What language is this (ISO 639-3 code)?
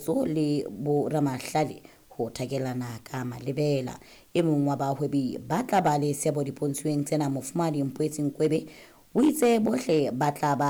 sot